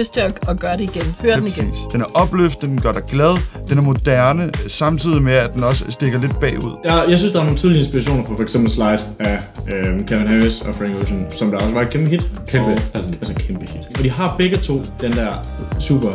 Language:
Danish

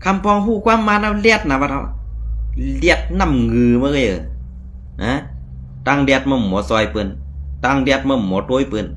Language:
Shan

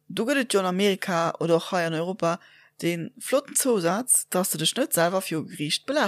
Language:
Luxembourgish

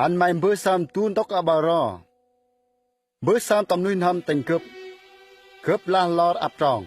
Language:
Central Mnong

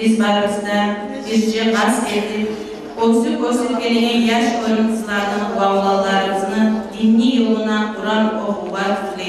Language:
Kumyk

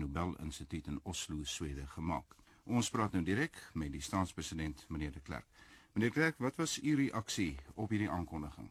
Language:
Afrikaans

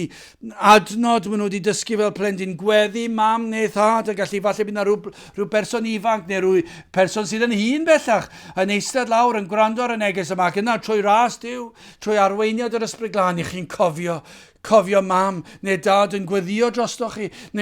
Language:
Welsh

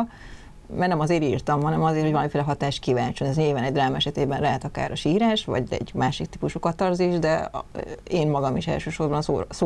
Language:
Hungarian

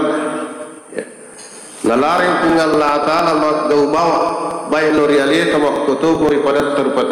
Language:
Buginese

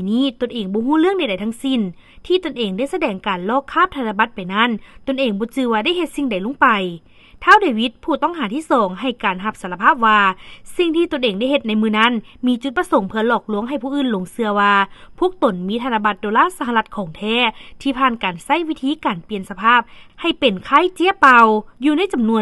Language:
Lao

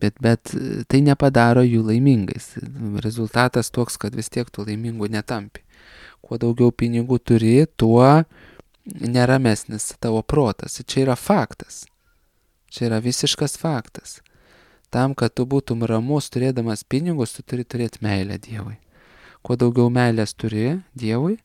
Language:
Lithuanian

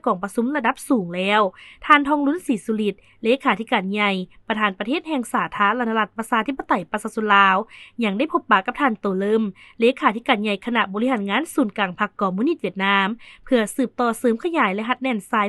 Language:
Lao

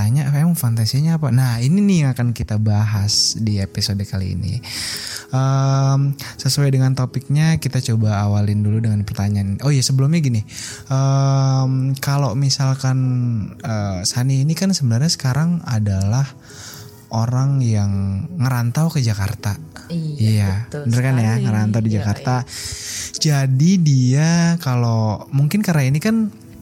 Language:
Indonesian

